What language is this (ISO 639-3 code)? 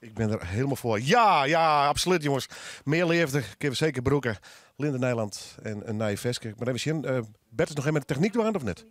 fry